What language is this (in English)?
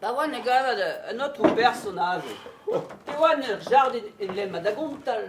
Breton